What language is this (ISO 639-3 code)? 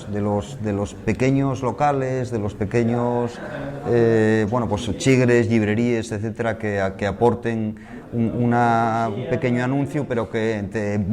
ast